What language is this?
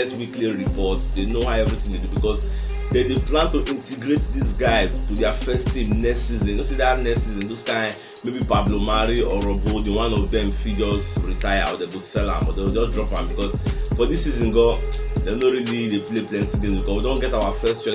Nigerian Pidgin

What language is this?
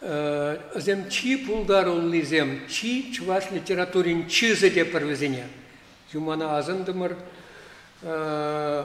Chuvash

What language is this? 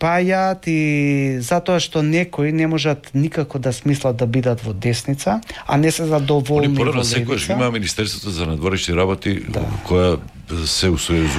Macedonian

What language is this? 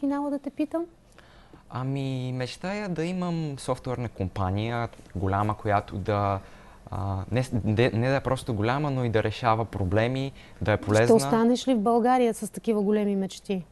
Bulgarian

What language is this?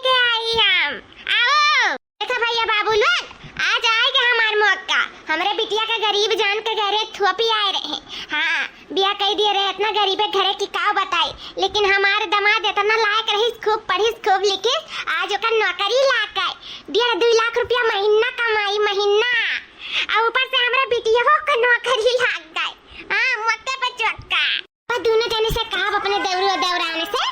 Awadhi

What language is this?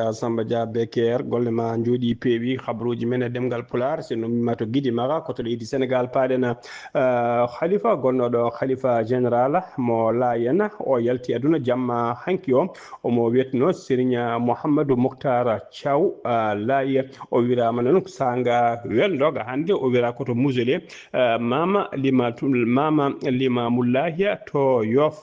Fula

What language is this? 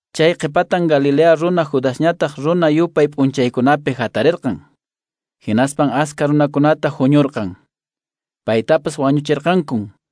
Quechua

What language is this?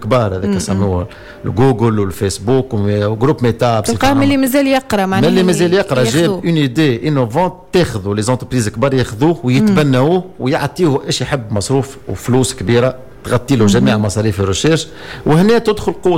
Tunisian Arabic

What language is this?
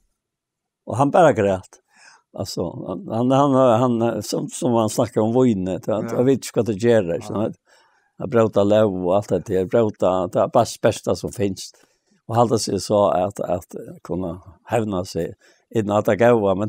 Faroese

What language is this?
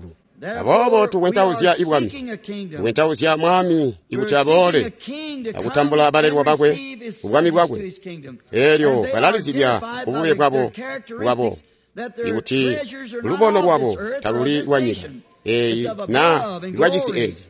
Tonga (Zambia)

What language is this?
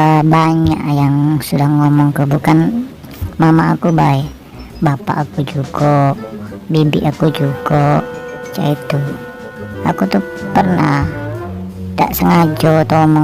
Musi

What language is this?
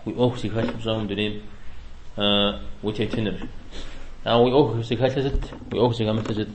Kabardian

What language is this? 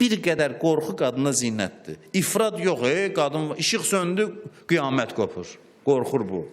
Azerbaijani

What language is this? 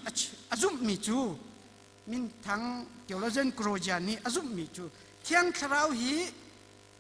Hakha Chin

